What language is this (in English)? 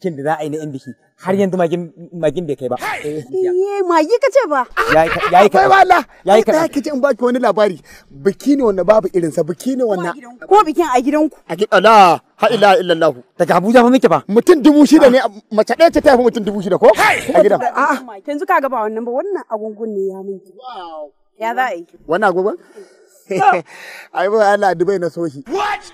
Hausa